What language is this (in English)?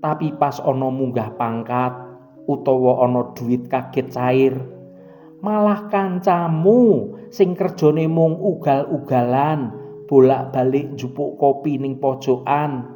Javanese